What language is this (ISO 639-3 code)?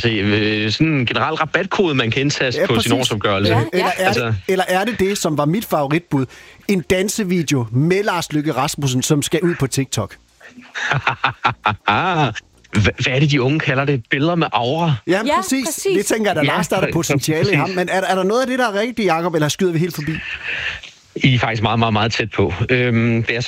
dan